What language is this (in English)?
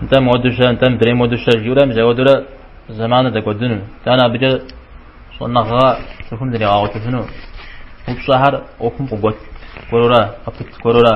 Kabardian